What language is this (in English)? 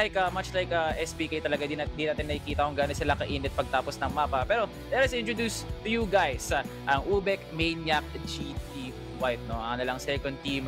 Filipino